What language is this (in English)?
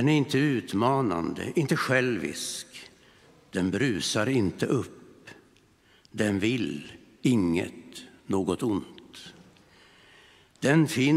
Swedish